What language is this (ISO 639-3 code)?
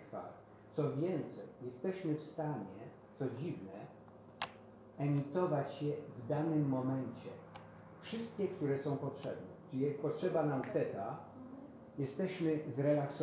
pol